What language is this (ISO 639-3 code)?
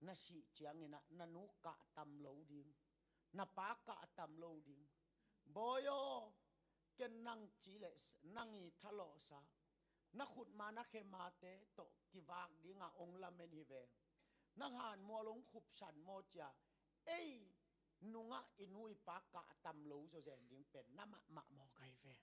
ctd